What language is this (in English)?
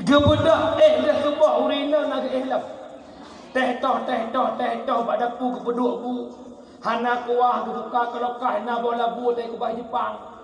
Achinese